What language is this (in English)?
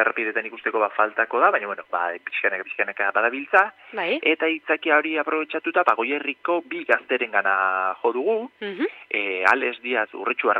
Basque